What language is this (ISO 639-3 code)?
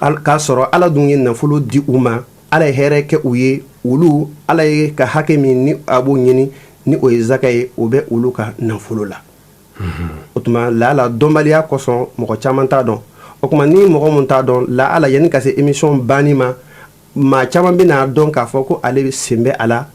bam